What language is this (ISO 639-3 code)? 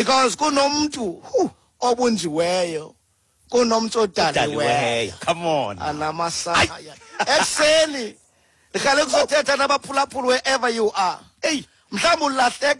xho